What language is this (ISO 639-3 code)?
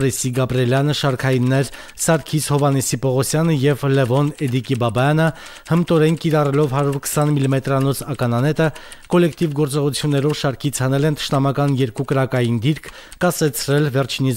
hye